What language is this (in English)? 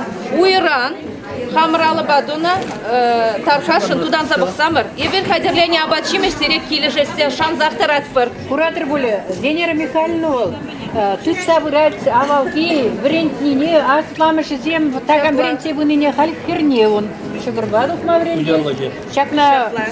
Chuvash